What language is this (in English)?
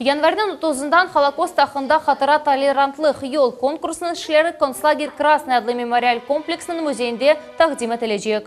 Crimean Tatar